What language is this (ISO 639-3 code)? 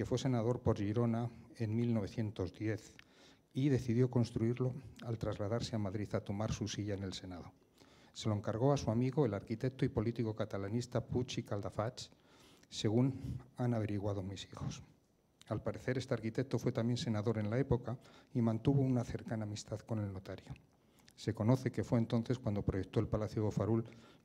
spa